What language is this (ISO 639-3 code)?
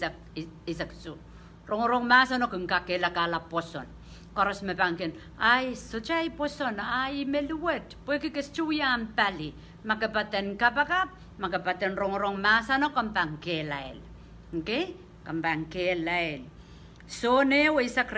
pon